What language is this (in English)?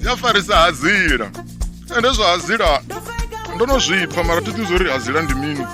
Venda